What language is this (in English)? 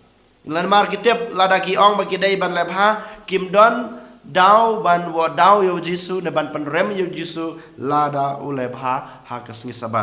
Khasi